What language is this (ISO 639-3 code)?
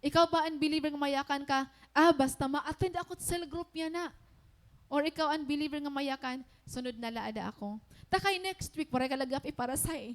war